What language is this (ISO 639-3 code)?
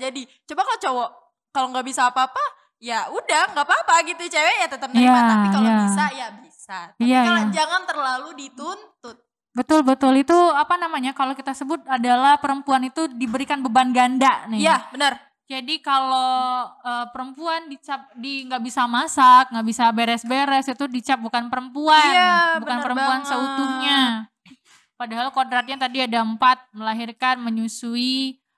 ind